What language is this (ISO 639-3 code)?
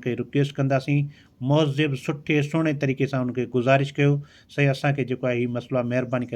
snd